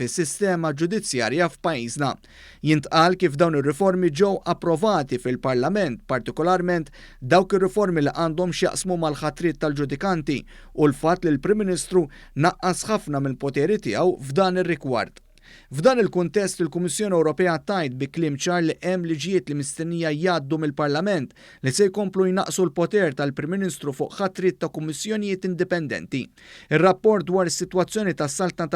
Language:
Maltese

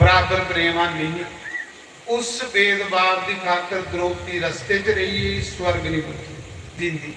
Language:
Dogri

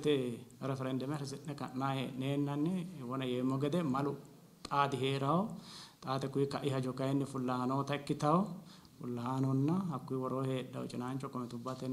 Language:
Sidamo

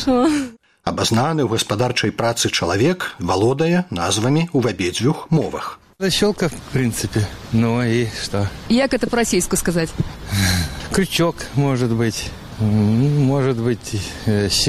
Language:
Belarusian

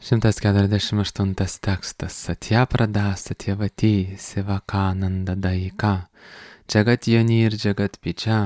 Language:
Lithuanian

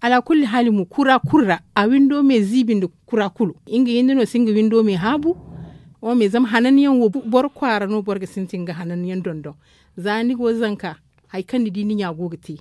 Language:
Zarma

